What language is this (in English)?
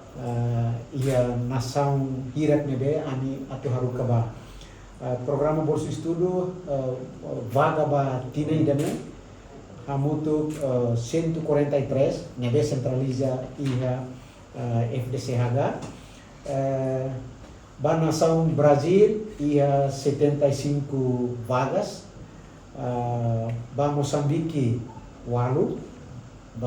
Tetum